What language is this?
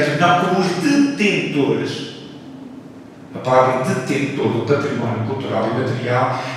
Portuguese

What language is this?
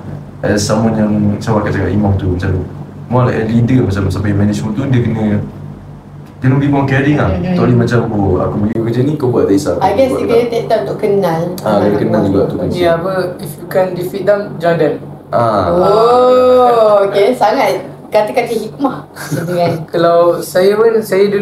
Malay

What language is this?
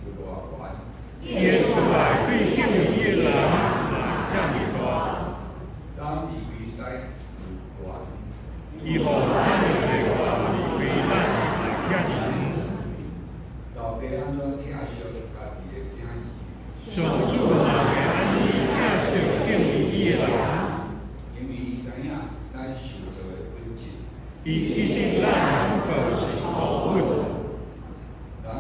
Min Nan Chinese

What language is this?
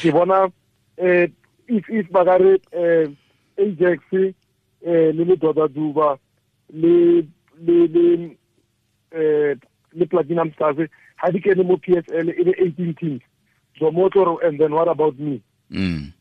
Tswana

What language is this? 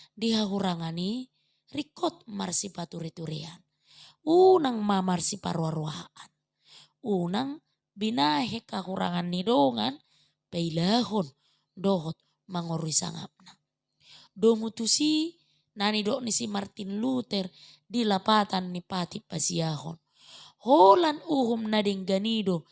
Batak Toba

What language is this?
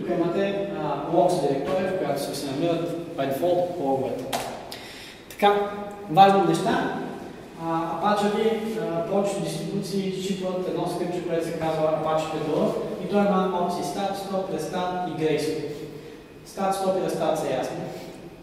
Bulgarian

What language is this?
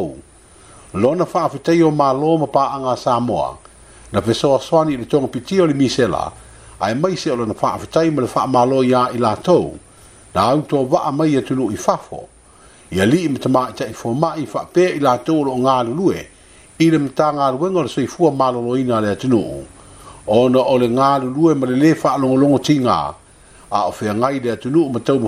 Samoan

